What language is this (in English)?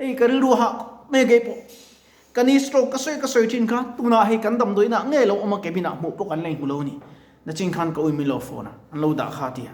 Mizo